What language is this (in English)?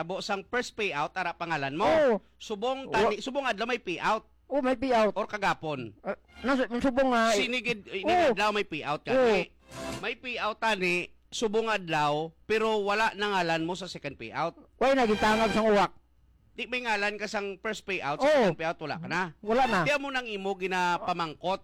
Hiligaynon